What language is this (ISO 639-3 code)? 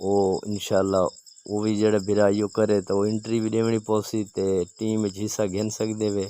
skr